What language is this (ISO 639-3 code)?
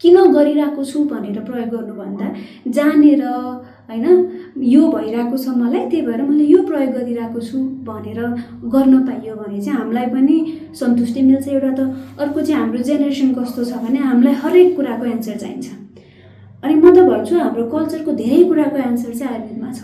nep